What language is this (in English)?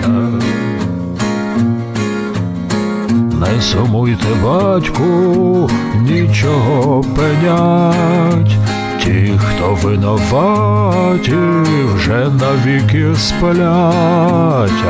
Ukrainian